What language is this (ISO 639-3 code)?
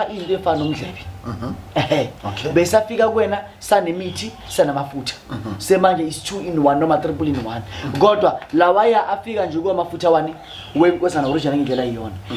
zul